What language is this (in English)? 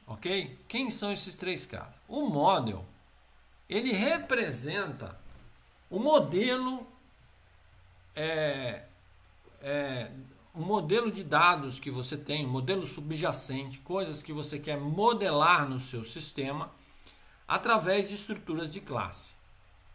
Portuguese